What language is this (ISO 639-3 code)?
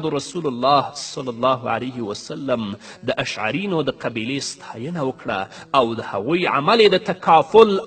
pus